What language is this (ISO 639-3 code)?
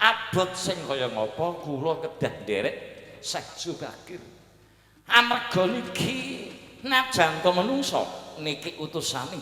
jav